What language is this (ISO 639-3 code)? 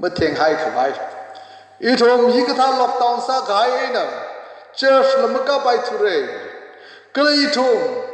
nmf